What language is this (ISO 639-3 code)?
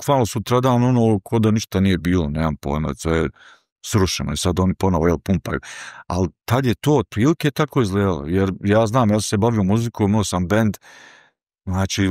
bos